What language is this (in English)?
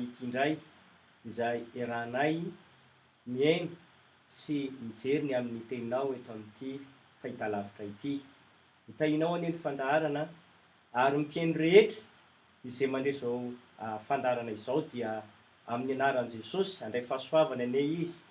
Malagasy